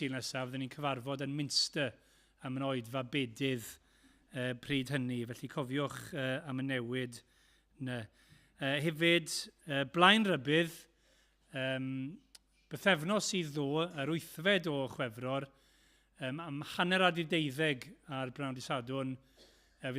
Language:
Welsh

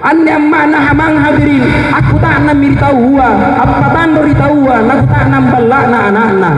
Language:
Makasar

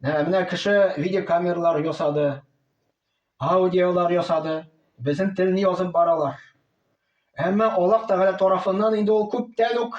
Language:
Tatar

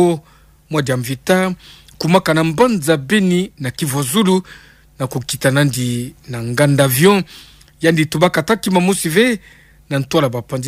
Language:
Kituba (Democratic Republic of Congo)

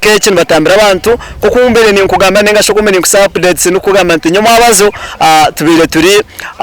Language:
Nyankole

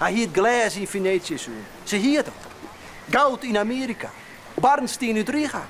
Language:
Western Frisian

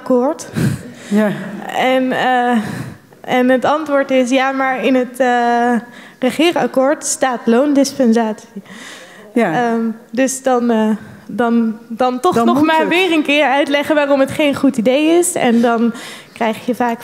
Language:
Dutch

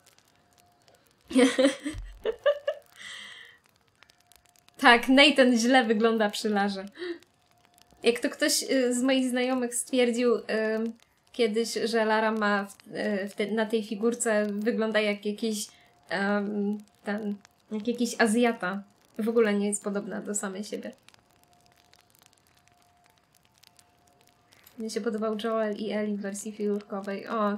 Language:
Polish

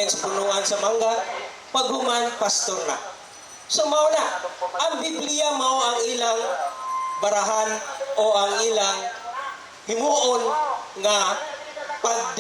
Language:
Cebuano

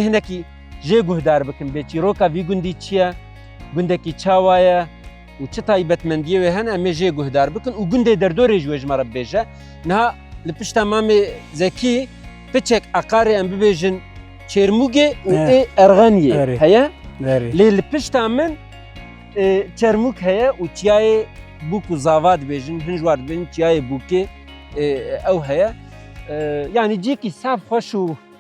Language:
Kurdish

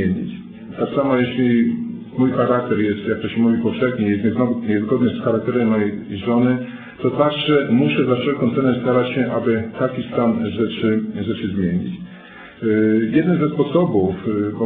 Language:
Polish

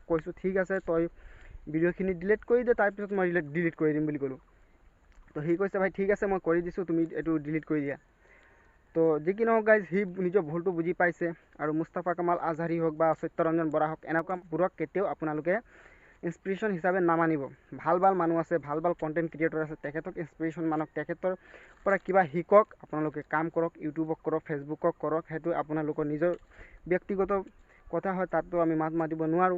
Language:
Assamese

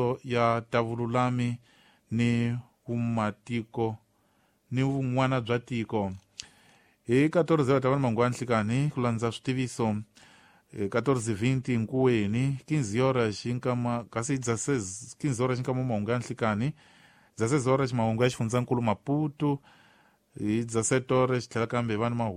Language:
Tsonga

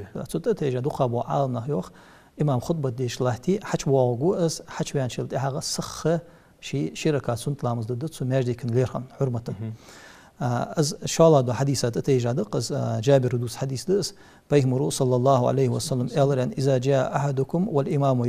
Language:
Ingush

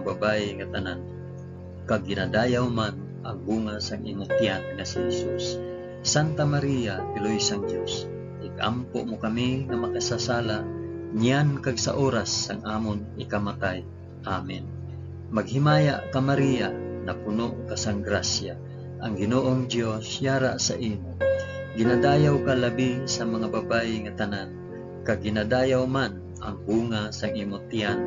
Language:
Hiligaynon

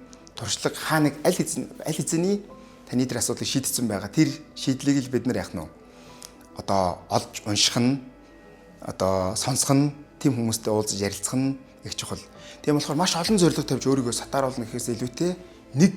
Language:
Mongolian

